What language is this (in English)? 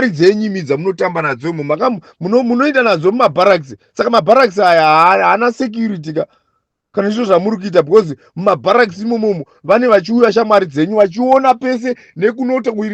Shona